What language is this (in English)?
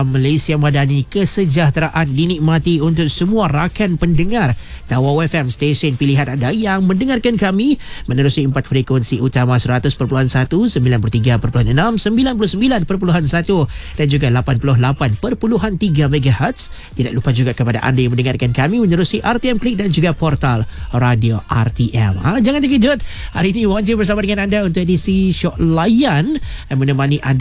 Malay